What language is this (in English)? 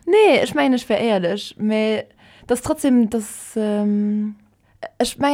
Luxembourgish